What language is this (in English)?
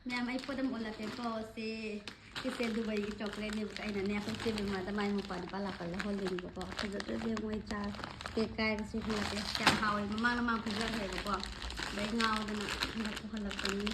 Manipuri